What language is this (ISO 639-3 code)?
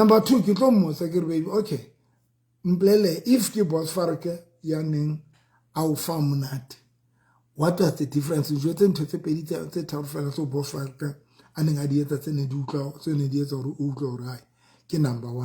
sot